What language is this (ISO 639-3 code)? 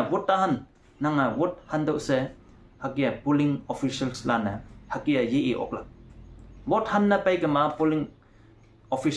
nbe